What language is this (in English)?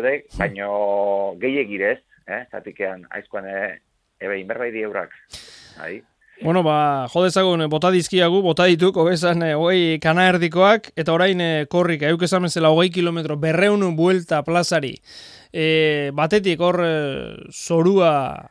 Basque